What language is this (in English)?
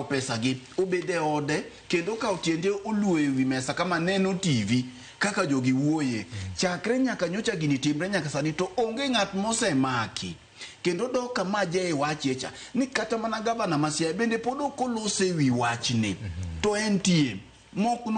Luo (Kenya and Tanzania)